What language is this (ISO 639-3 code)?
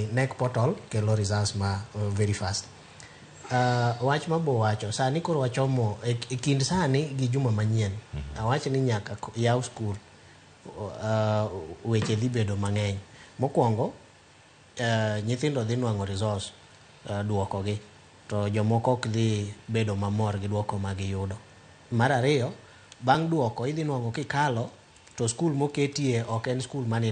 luo